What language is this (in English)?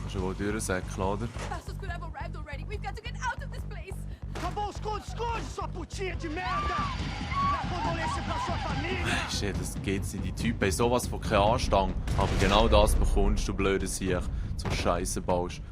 Swiss German